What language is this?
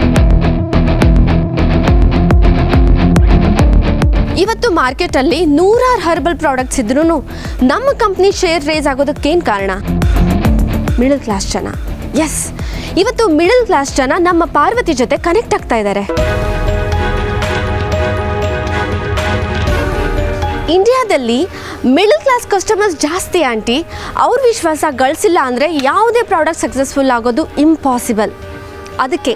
Kannada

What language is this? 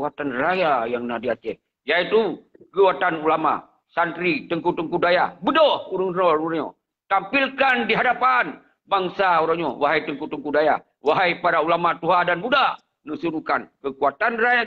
Achinese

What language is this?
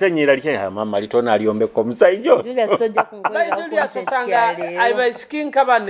Nyoro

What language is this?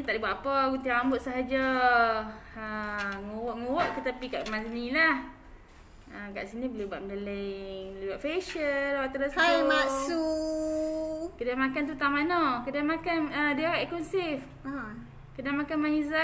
Malay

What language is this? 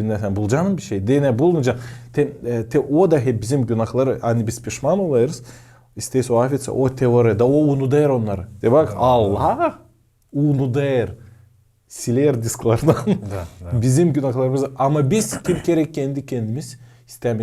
Gagauz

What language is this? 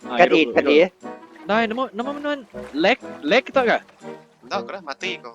Iban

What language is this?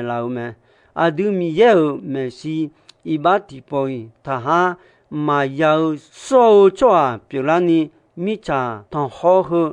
Akha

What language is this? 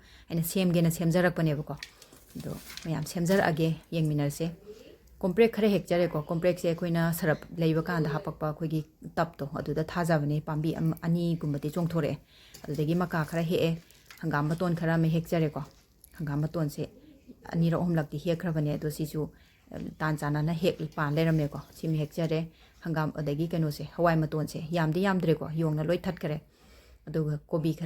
Manipuri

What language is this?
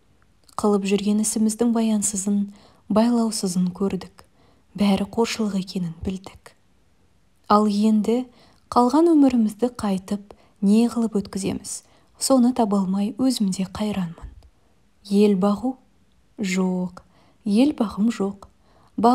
Kazakh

